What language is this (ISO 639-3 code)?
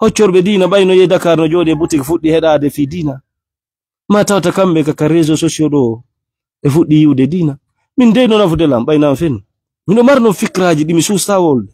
ful